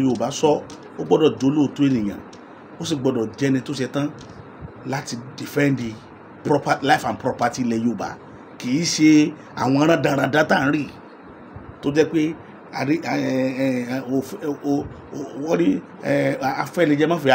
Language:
Yoruba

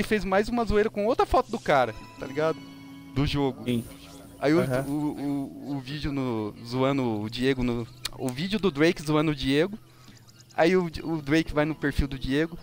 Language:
Portuguese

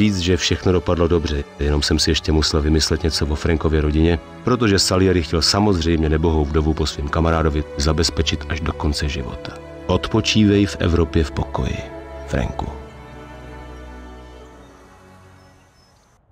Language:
Czech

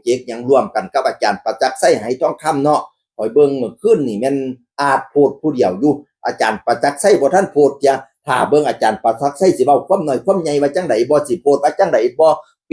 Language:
Northeastern Thai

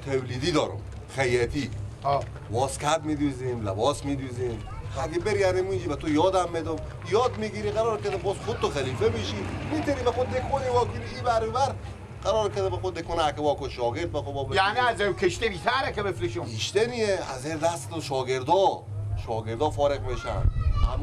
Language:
Persian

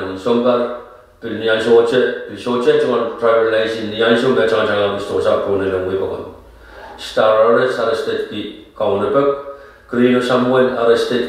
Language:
Pohnpeian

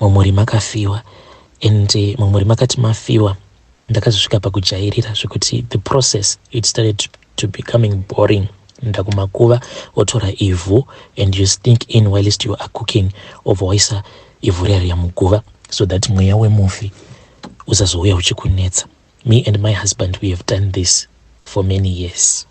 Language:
Shona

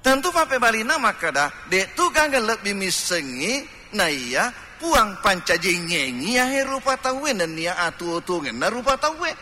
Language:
Buginese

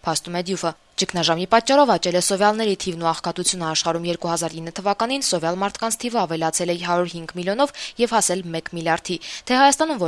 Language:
Armenian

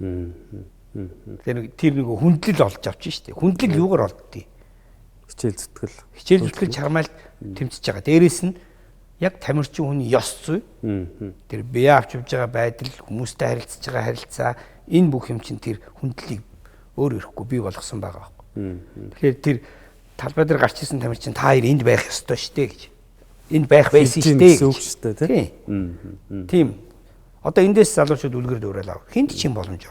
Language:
Mongolian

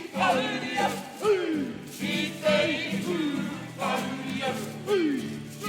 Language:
Māori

